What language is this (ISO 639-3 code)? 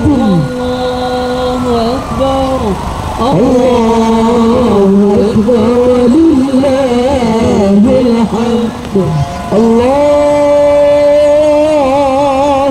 btm